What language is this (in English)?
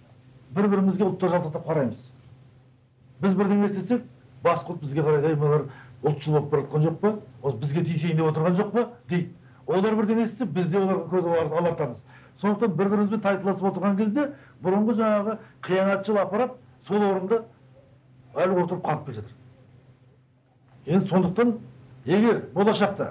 Kazakh